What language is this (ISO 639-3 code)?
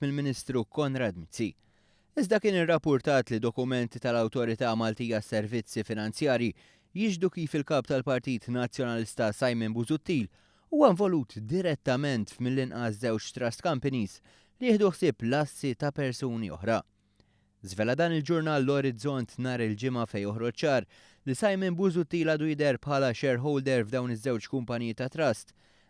mlt